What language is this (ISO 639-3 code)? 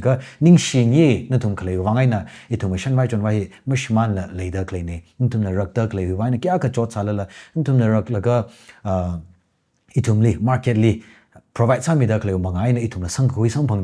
nmf